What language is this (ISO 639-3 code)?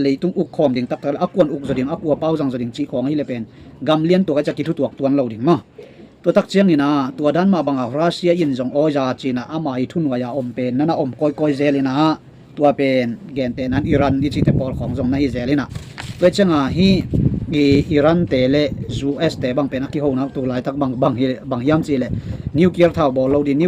ctd